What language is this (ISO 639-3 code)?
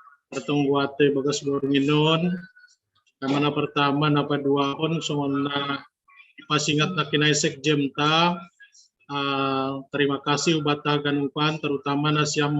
bts